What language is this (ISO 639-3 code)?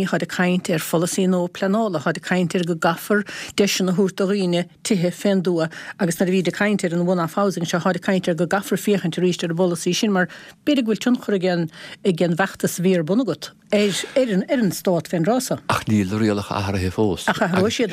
gle